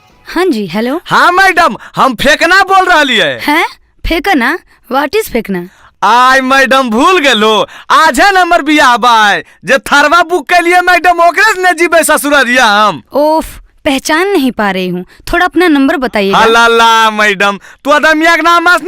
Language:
Magahi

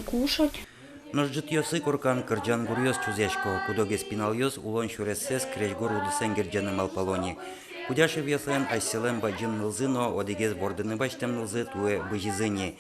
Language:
Udmurt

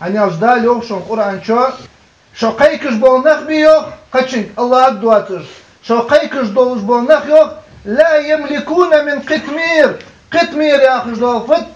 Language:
Ingush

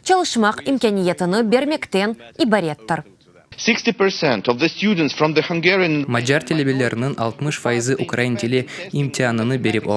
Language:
Crimean Tatar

